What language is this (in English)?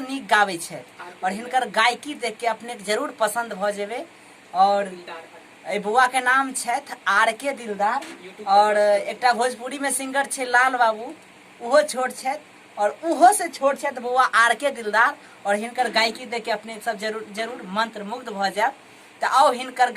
Maithili